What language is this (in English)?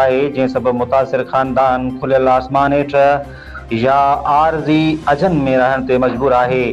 Sindhi